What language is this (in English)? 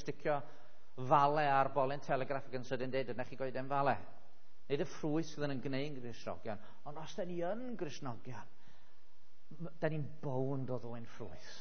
Welsh